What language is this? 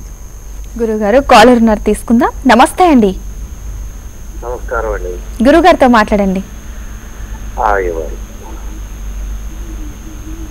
Telugu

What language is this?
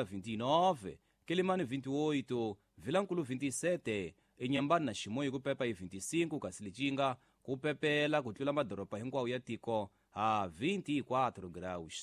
Tsonga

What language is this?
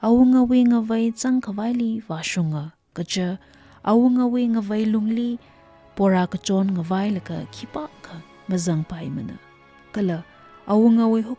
Tangkhul Naga (India)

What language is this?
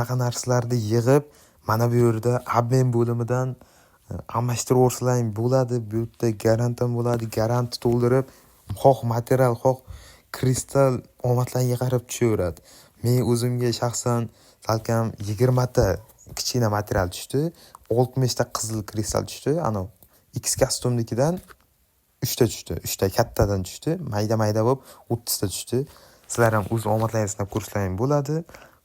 Uzbek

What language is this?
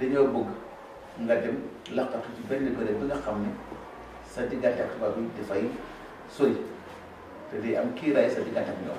Wolof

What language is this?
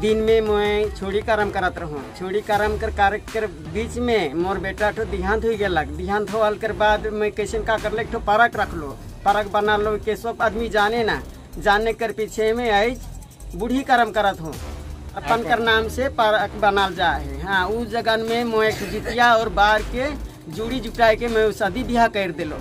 Sadri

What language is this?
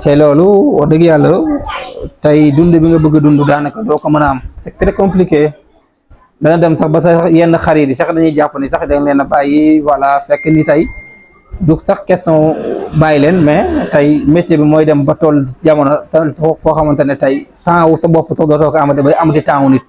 Wolof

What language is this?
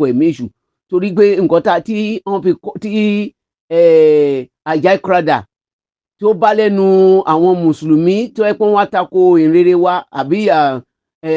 Yoruba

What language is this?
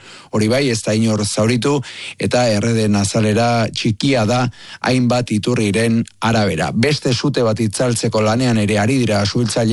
Basque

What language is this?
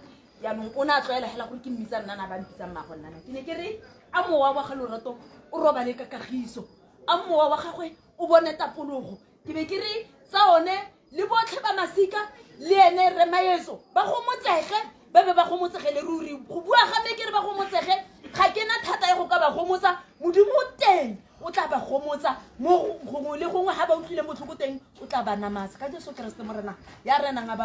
Tswana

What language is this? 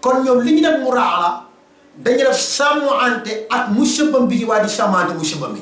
Wolof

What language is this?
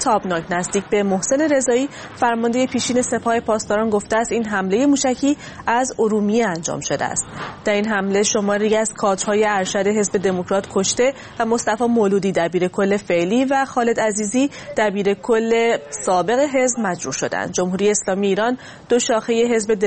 Persian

